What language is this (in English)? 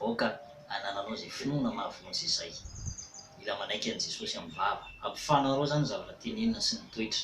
Malagasy